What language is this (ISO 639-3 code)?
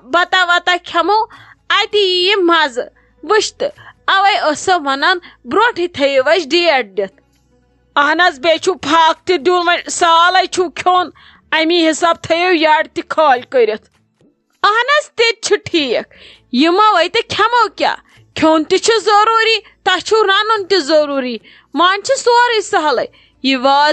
kas